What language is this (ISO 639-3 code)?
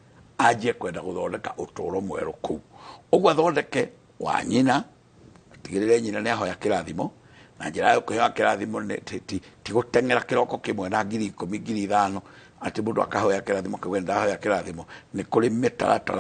kik